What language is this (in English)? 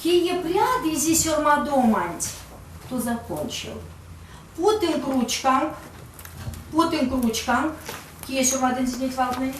Erzya